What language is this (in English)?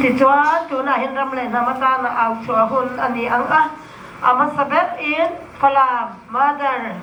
Hakha Chin